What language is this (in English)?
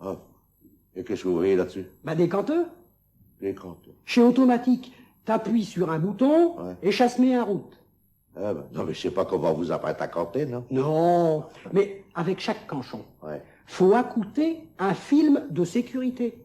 Picard